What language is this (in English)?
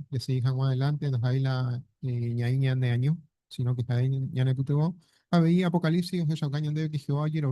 Guarani